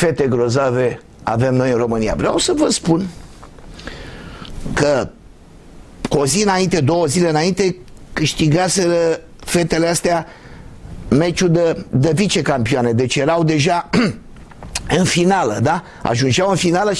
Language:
Romanian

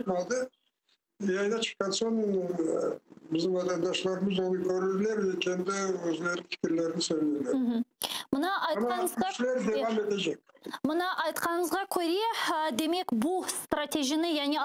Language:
Crimean Tatar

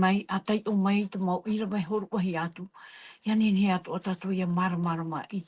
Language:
Tahitian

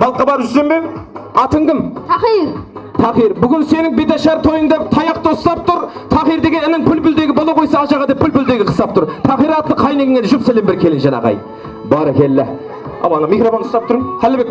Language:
Kara-Kalpak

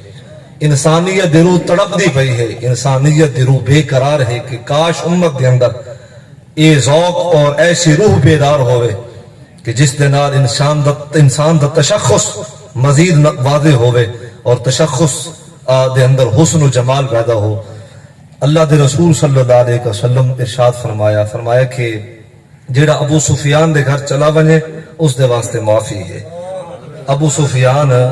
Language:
Saraiki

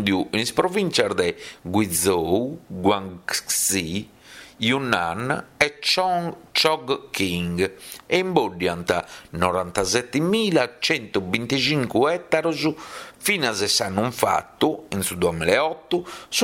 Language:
Sardinian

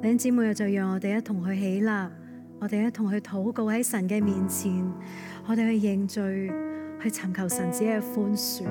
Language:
Cantonese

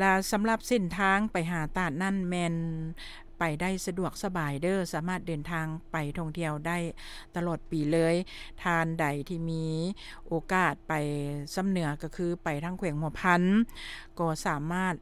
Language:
Lao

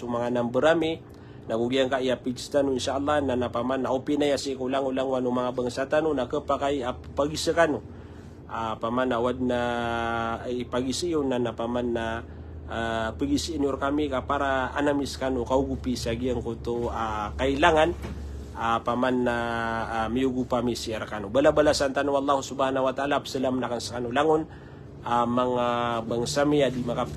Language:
Maranao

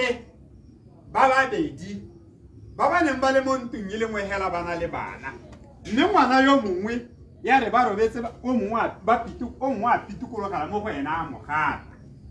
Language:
Tswana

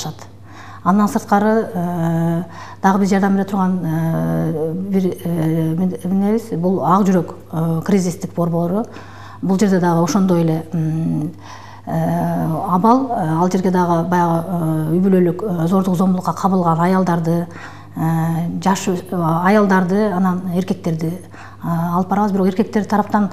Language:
Kyrgyz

